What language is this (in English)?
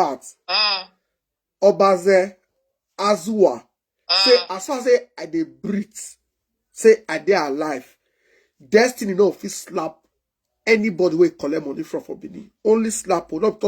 Nigerian Pidgin